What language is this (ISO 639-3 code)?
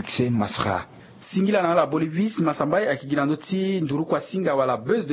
sag